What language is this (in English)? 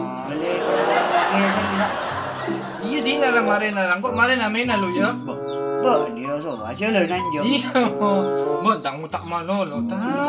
Madurese